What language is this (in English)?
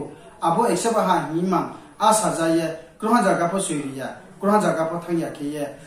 Riang (India)